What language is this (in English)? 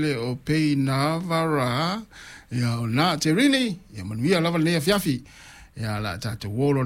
Samoan